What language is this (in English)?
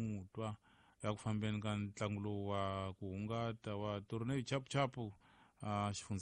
Tsonga